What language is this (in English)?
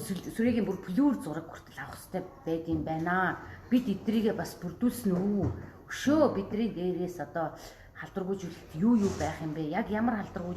Mongolian